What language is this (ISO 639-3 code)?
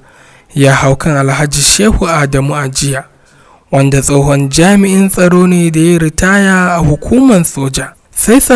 hau